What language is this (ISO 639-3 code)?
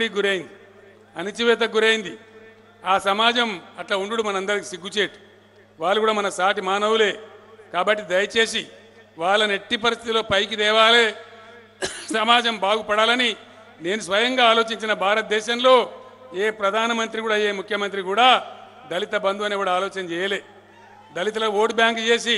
tel